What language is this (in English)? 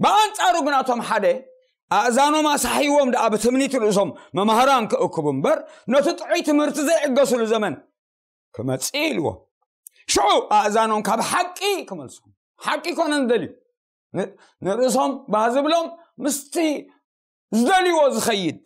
Tigrinya